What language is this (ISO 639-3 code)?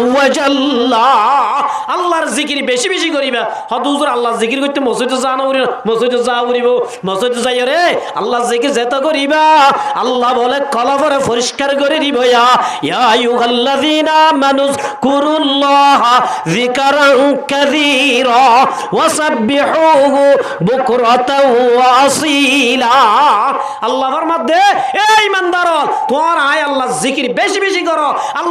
rhg